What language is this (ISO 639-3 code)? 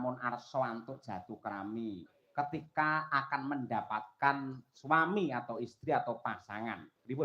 jav